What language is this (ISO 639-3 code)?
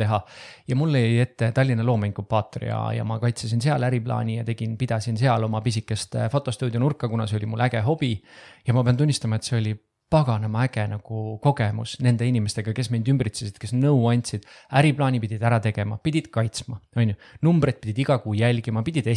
est